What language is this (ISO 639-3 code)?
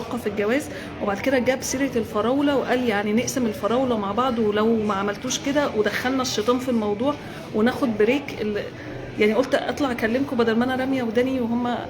arz